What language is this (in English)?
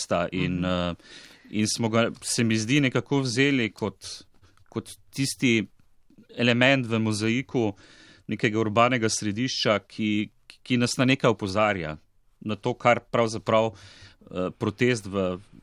Slovenian